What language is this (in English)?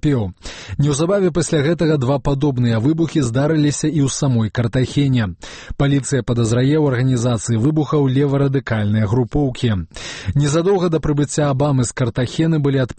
Belarusian